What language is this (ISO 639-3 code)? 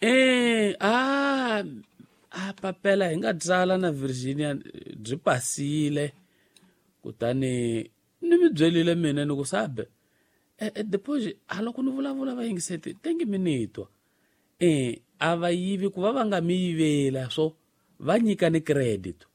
tso